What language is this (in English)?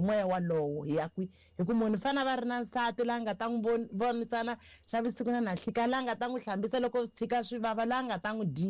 Tsonga